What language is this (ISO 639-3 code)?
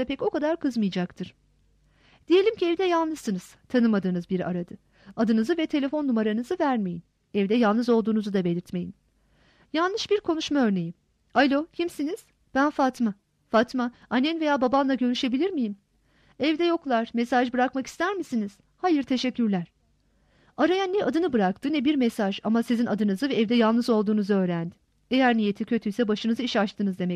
tur